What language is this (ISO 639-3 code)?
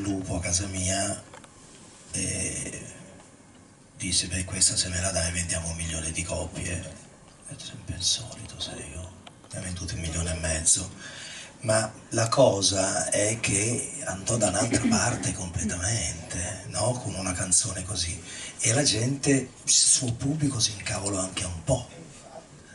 ita